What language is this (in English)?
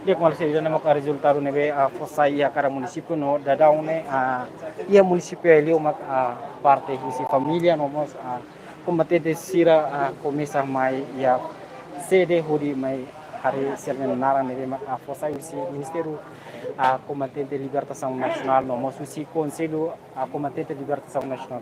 Tetum